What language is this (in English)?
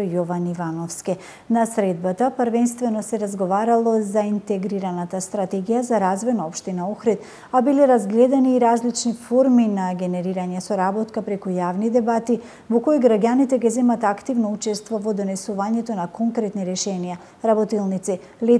Macedonian